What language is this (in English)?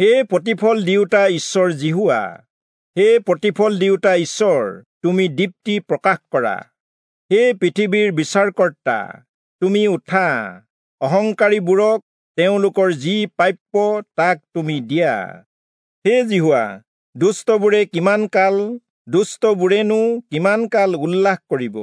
Assamese